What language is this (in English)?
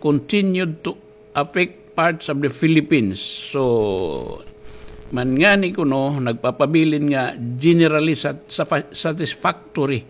Waray